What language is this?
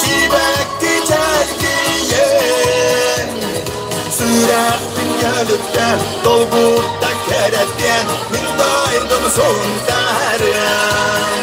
Yakut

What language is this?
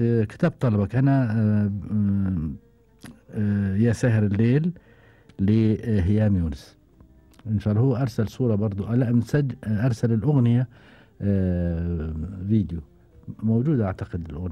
Gulf Arabic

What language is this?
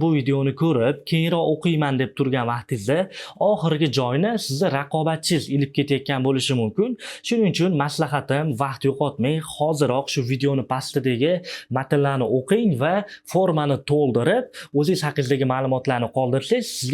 Uzbek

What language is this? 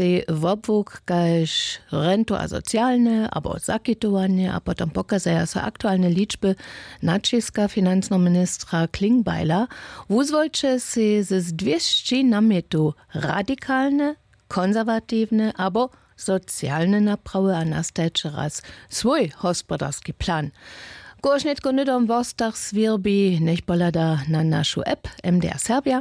Upper Sorbian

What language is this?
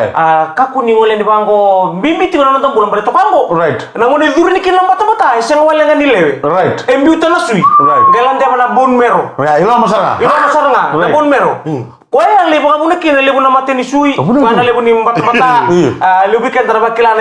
Fijian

